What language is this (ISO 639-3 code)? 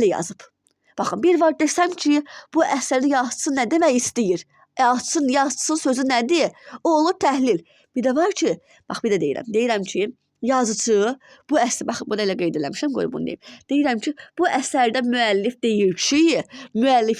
aze